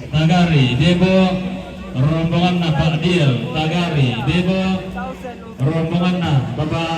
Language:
Toraja-Sa'dan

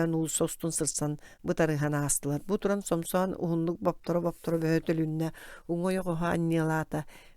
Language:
Yakut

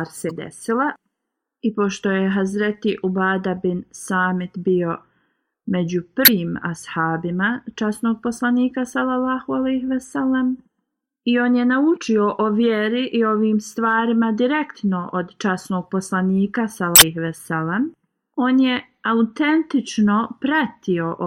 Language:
Bosnian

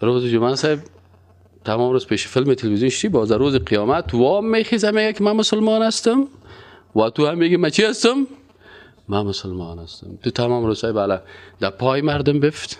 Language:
Persian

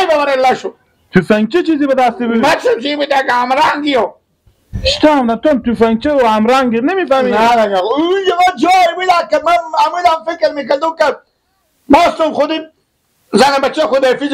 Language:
Persian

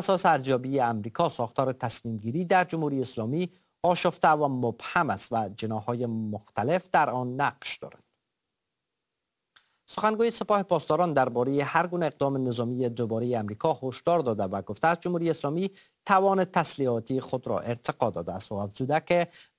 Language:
Persian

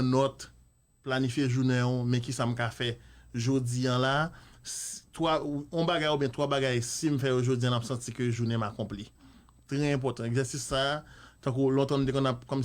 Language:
Haitian Creole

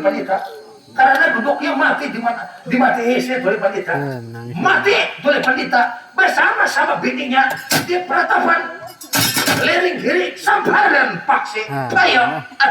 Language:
Banjar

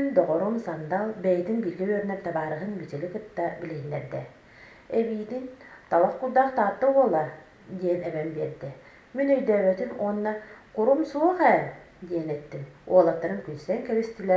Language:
Yakut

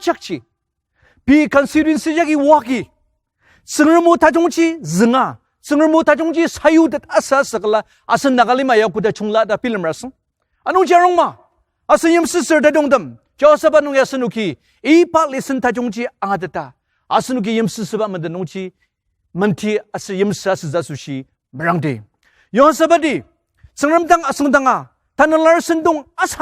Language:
Ao Naga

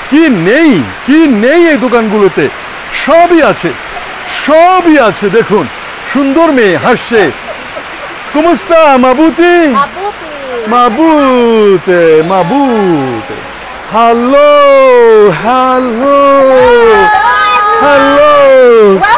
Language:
Bangla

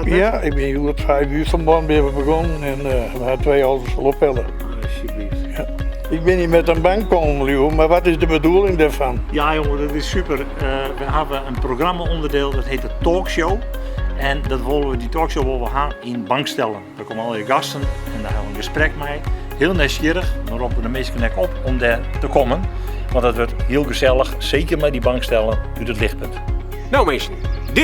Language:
Western Frisian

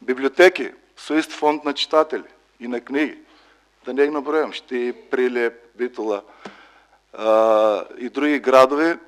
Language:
Macedonian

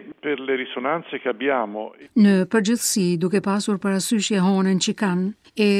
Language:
Albanian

